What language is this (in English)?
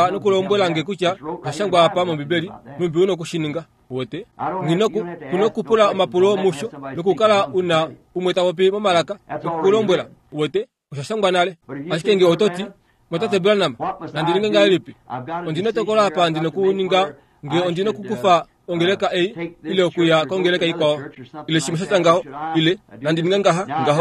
Kuanyama